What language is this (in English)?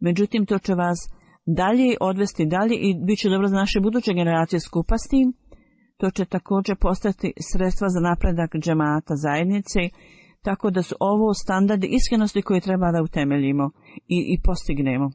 Bosnian